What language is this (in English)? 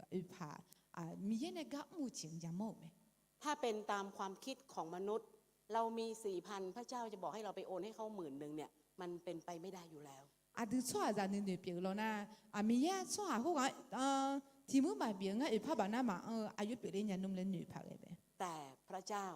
Akha